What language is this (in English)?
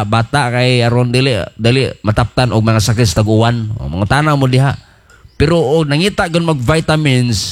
Cebuano